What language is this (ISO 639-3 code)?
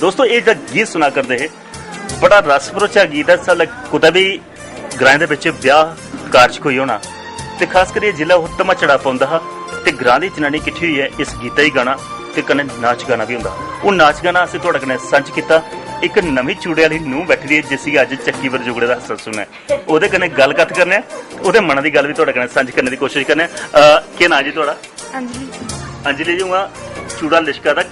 doi